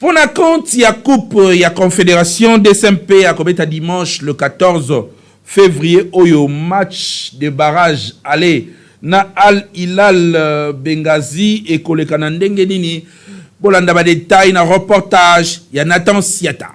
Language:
Lingala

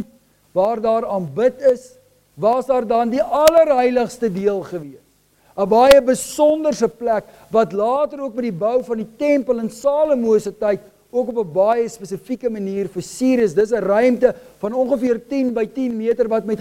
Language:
Afrikaans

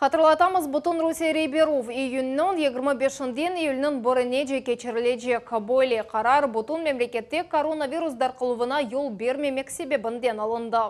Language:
Crimean Tatar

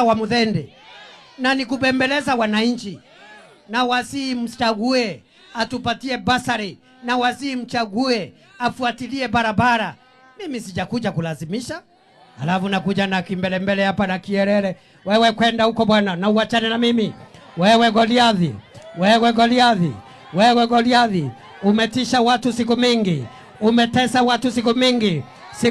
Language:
Swahili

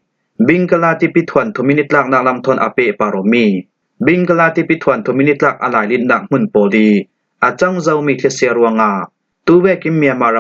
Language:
Falam Chin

